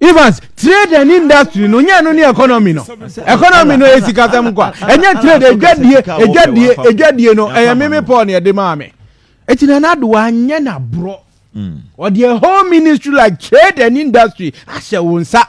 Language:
Akan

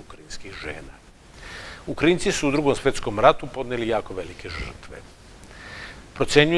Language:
Serbian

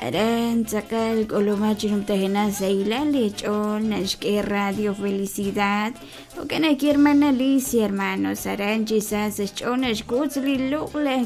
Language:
Kekchí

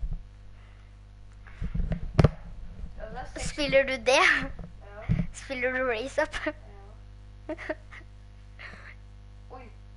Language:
Norwegian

